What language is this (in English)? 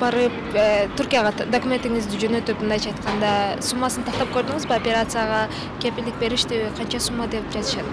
Kyrgyz